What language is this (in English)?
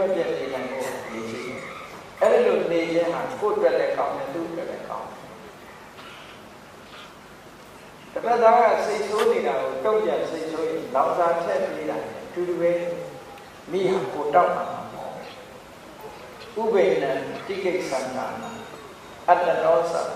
Burmese